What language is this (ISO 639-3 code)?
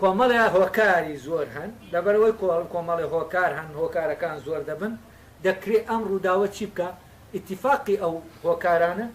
ckb